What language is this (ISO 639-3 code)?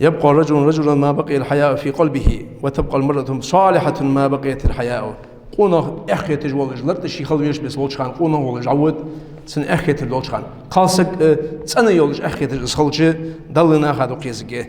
inh